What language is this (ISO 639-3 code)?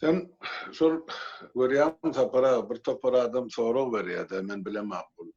tuk